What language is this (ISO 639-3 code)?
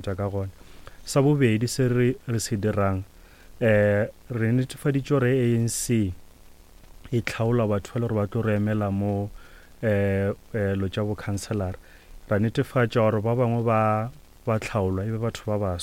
nso